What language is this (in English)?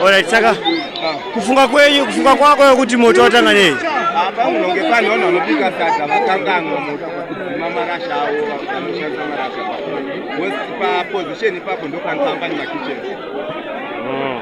Shona